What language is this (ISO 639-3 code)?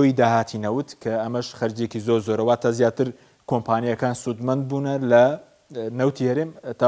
ckb